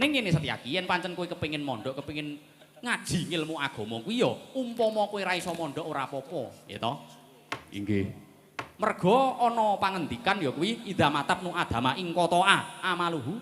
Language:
Javanese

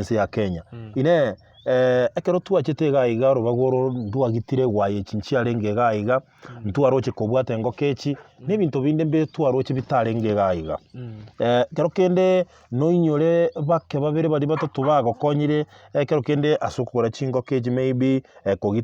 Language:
Gusii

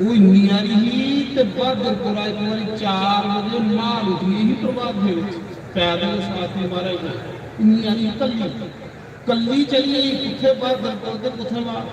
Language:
Dogri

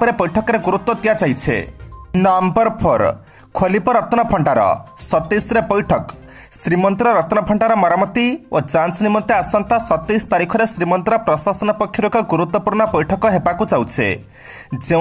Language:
Odia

